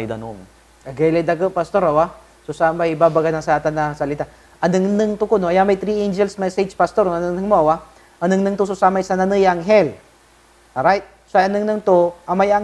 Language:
Pangasinan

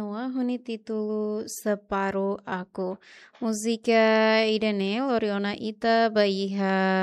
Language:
Tetum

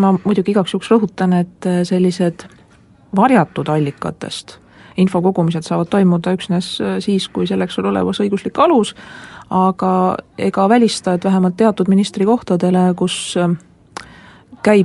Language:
Estonian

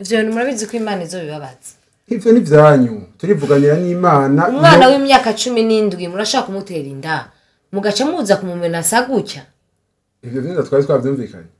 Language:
Rundi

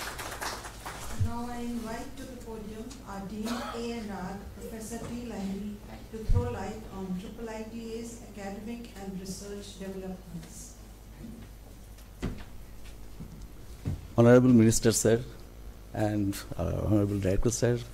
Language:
English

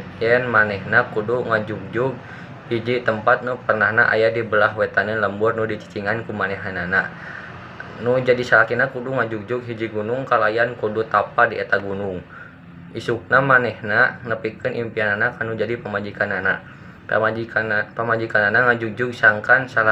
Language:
Sundanese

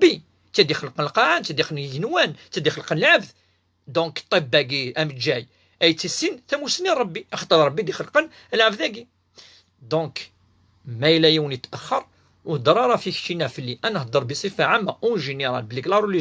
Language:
Kabyle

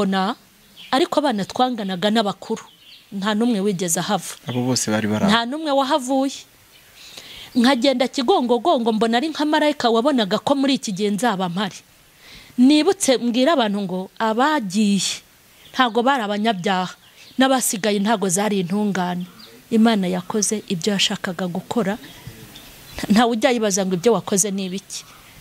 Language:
Kinyarwanda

